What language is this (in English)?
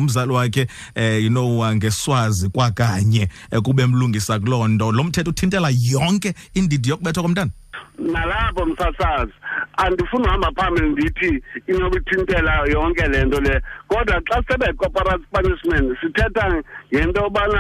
Xhosa